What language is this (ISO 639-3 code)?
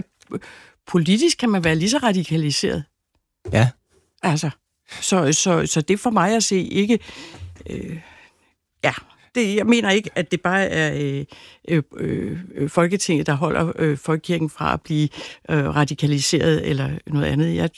dan